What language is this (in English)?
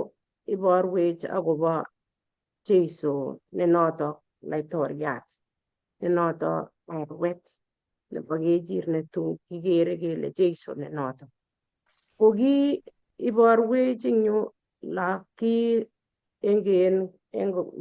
Kalenjin